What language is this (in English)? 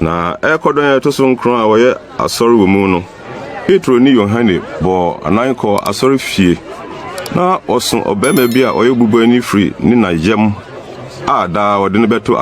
Akan